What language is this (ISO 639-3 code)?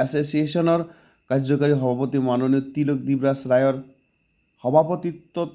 asm